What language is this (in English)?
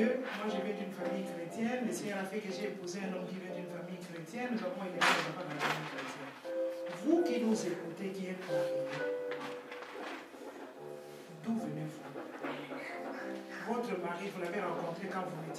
French